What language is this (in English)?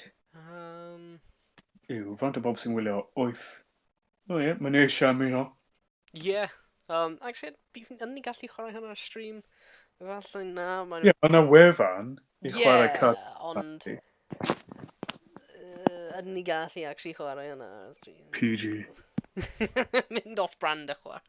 Welsh